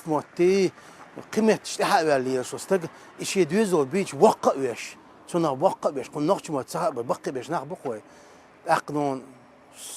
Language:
Chechen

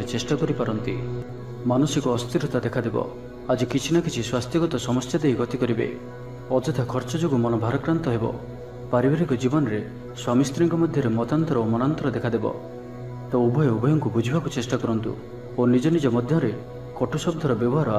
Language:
Odia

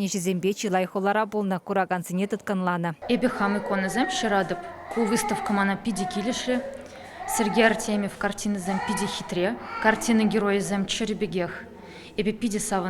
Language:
Chuvash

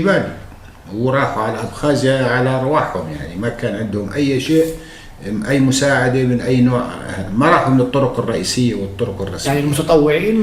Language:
North Levantine Arabic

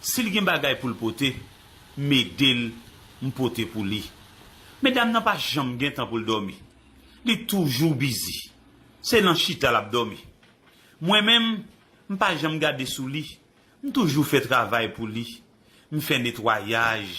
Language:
Haitian Creole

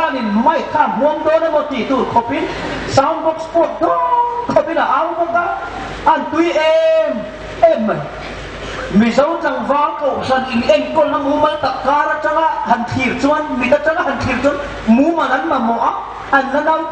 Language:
Hmar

